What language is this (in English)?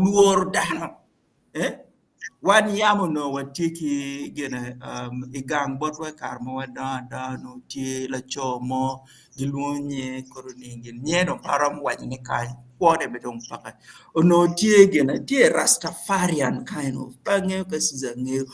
Acoli